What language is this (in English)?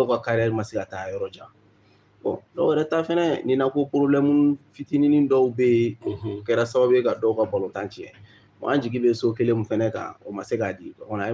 Bambara